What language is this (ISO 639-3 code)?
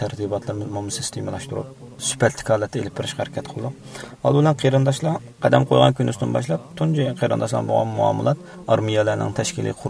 uig